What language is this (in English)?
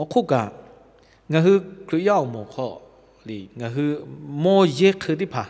Lahu